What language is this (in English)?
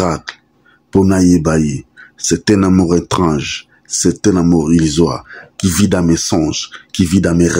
Lingala